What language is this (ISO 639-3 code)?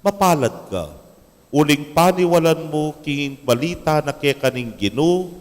pam